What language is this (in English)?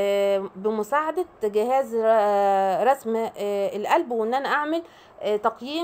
Egyptian Arabic